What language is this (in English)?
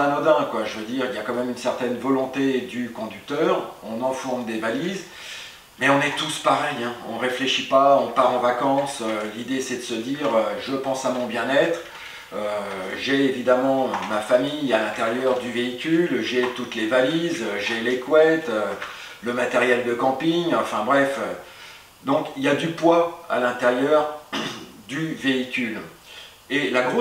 French